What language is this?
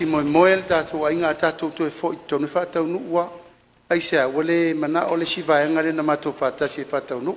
Samoan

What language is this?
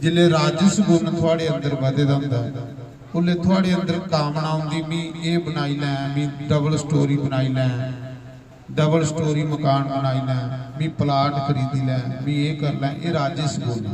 Dogri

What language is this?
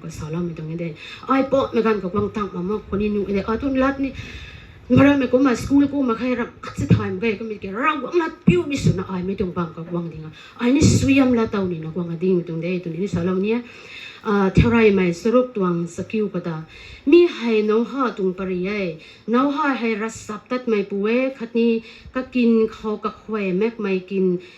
Rongmei Naga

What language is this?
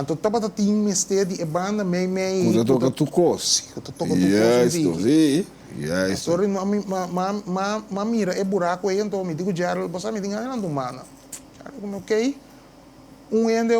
Papiamento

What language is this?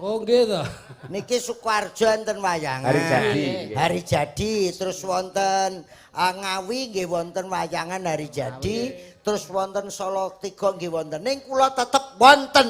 Javanese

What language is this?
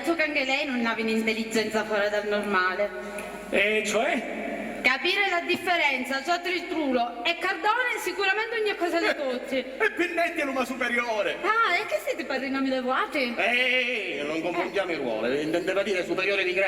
Sicilian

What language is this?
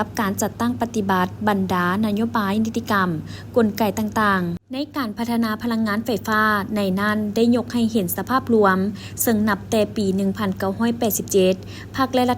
Lao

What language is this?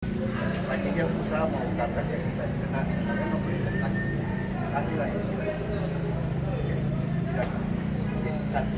Ambonese Malay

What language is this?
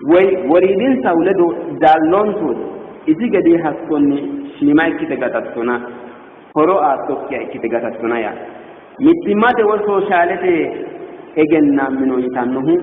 Sidamo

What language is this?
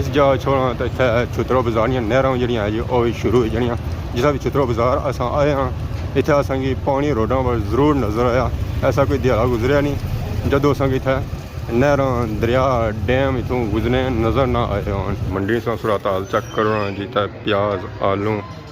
Pahari-Potwari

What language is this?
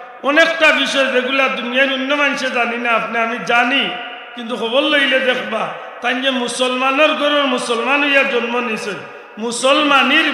Sylheti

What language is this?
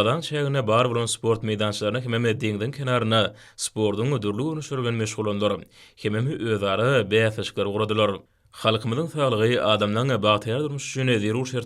Turkmen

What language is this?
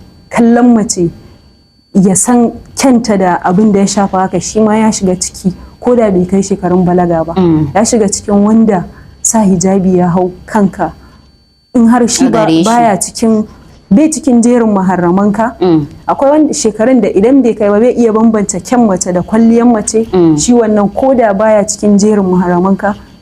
Hausa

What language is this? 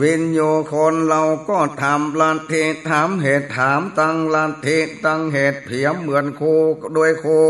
Northern Thai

